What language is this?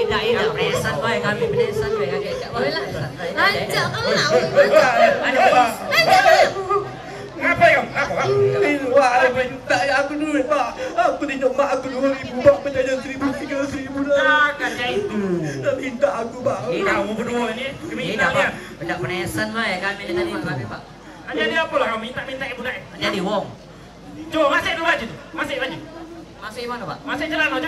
Musi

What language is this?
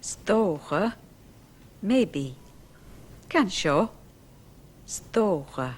Scottish Gaelic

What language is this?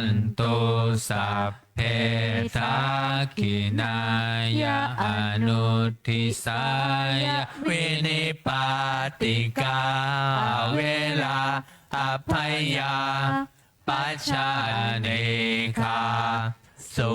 Pali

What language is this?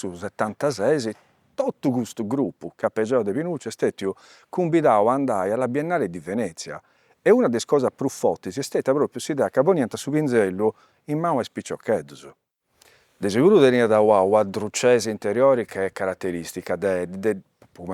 Sardinian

